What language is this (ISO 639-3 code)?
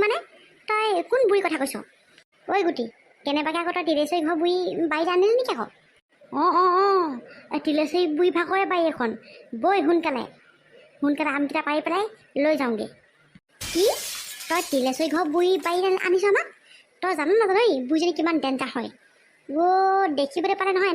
asm